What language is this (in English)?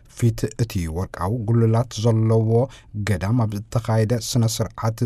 Tigrinya